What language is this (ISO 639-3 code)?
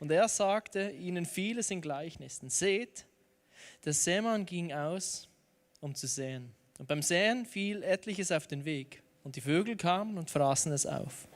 gsw